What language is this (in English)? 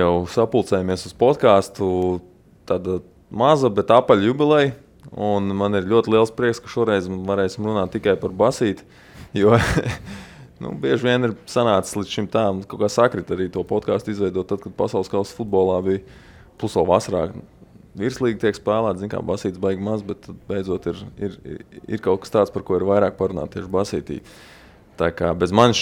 Latvian